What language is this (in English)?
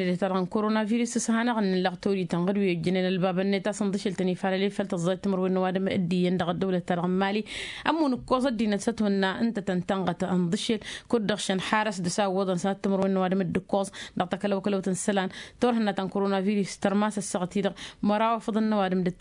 Tamasheq